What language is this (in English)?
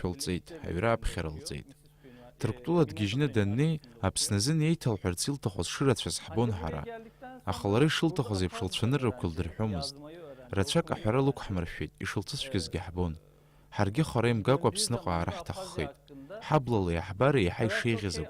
Abkhazian